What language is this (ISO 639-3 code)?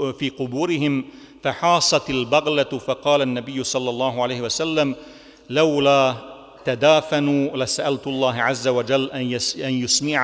bos